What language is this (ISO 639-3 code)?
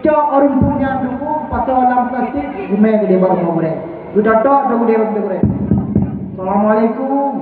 ace